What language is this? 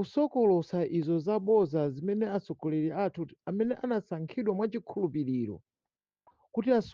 Nyanja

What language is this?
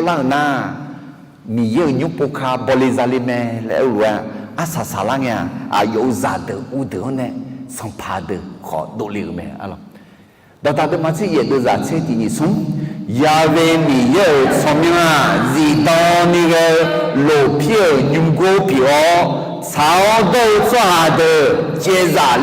Akha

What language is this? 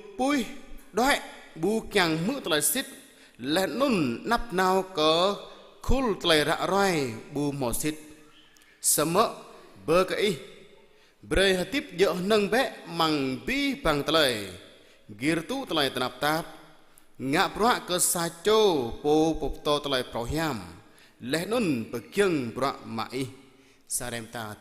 Jarai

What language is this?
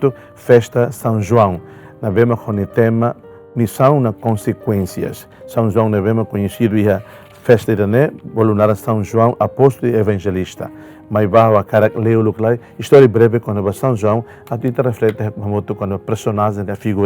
Tetum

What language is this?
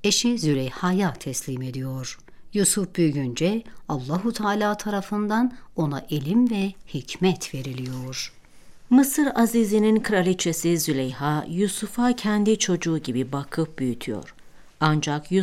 Turkish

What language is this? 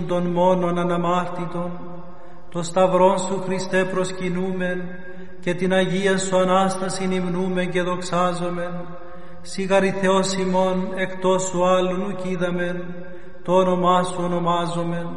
Greek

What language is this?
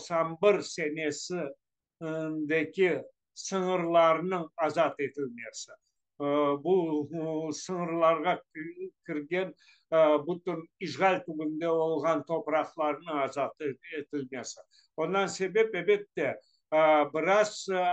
Crimean Tatar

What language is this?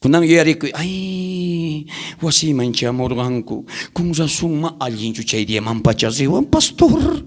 South Bolivian Quechua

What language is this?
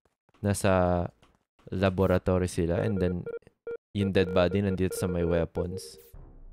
Filipino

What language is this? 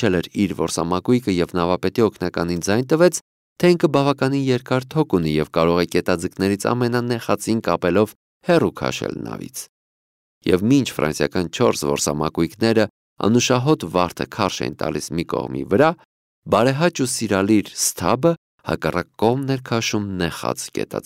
Armenian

